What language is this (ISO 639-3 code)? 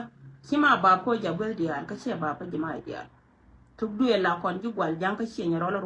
nus